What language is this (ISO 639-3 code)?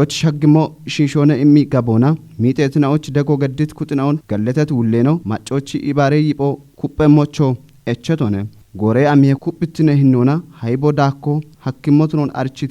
kbr